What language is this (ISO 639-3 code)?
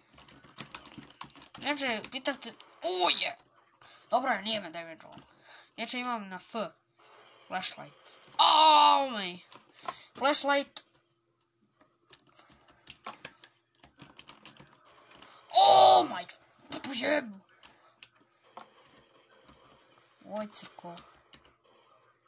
hrv